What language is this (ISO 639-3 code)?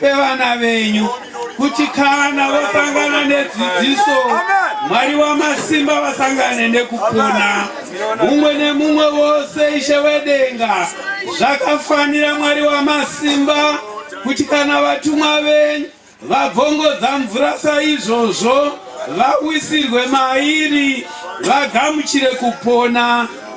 sna